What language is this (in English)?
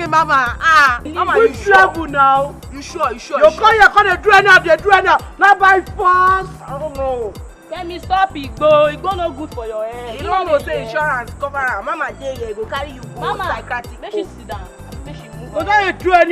Nigerian Pidgin